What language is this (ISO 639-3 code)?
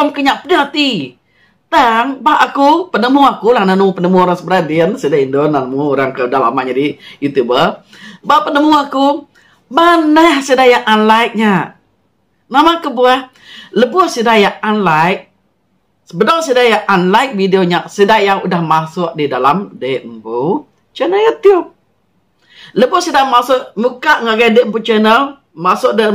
iba